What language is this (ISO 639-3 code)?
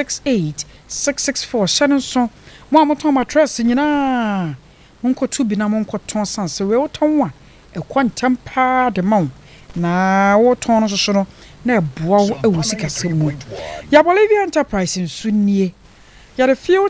aka